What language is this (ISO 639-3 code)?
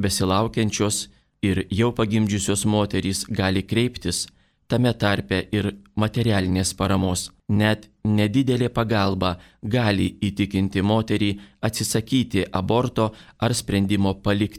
lit